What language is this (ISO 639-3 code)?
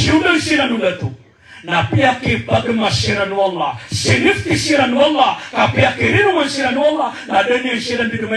mrw